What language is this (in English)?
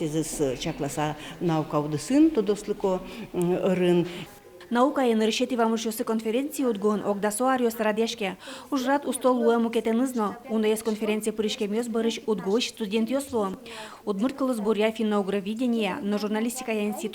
Udmurt